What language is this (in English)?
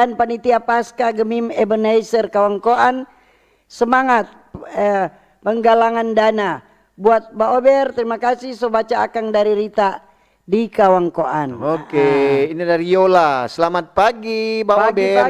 Manado Malay